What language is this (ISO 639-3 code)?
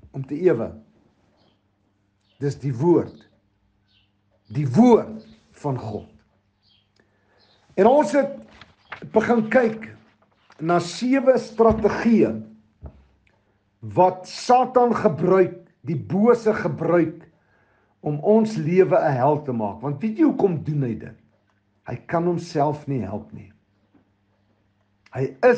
afr